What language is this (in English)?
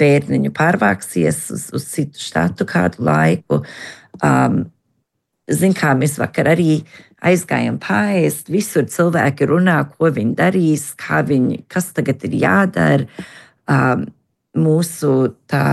Latvian